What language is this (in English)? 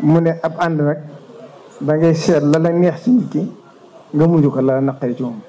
Wolof